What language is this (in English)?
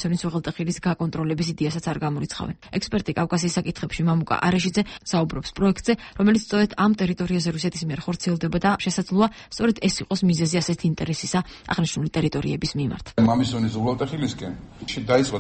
Georgian